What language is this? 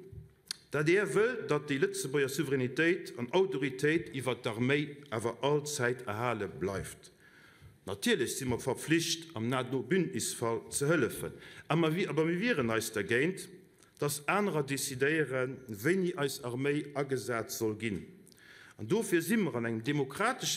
Luxembourgish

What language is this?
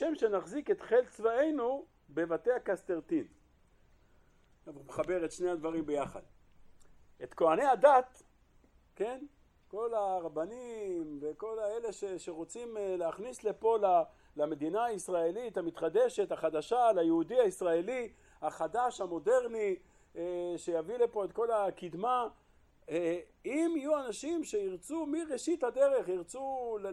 Hebrew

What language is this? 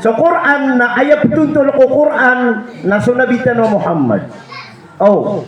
Maranao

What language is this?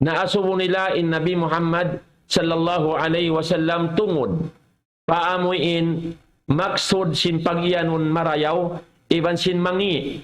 Tausug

